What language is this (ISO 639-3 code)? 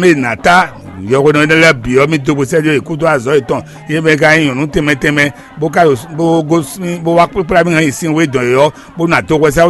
fon